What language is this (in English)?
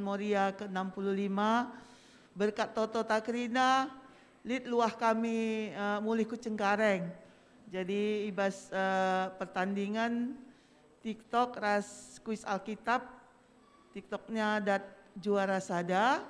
Batak Karo